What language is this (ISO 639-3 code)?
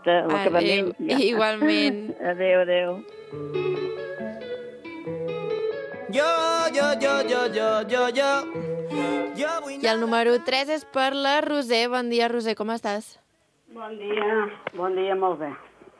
cat